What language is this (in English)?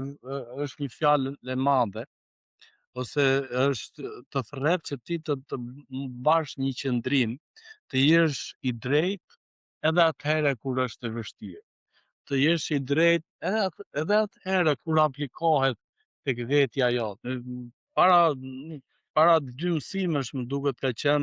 Albanian